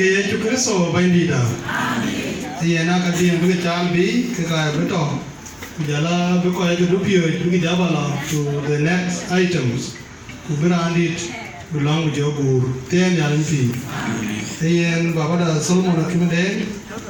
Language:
Dinka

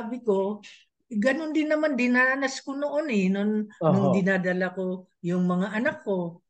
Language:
Filipino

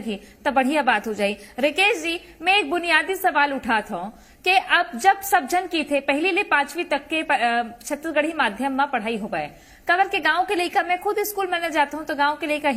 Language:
Chhattisgarhi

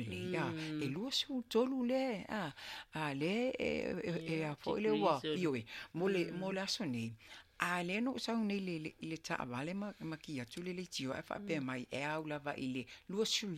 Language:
Samoan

